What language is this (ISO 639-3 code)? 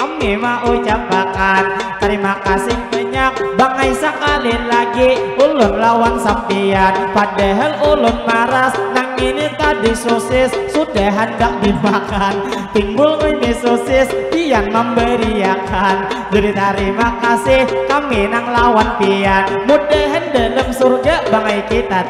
bjn